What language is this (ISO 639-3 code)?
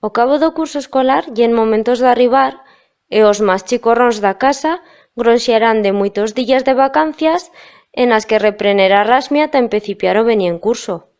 arg